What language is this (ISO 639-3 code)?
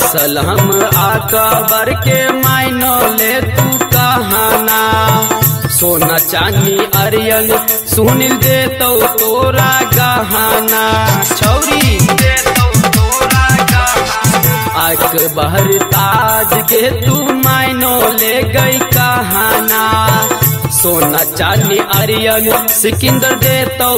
bho